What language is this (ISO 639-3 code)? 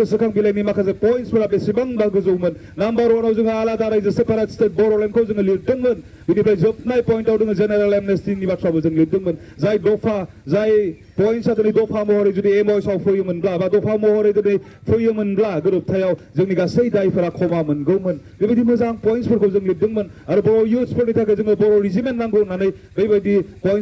brx